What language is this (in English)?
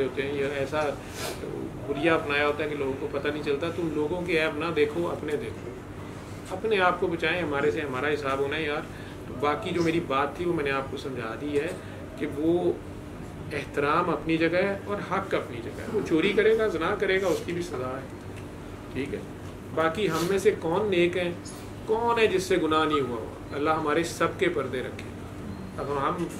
Urdu